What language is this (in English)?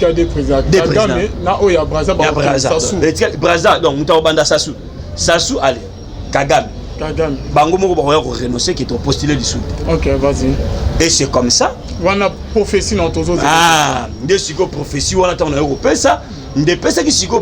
Lingala